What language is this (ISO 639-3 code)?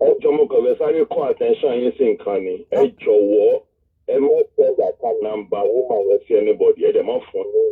yor